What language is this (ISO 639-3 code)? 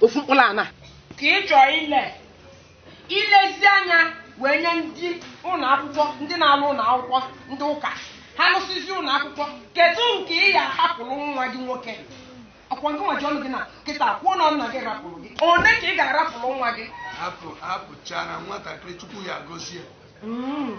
ibo